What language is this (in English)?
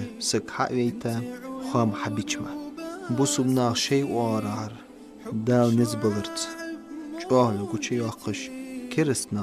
Ingush